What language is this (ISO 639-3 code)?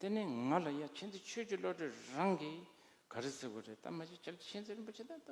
bod